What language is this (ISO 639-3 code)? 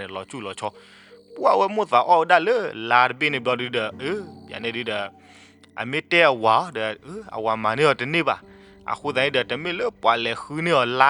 ksw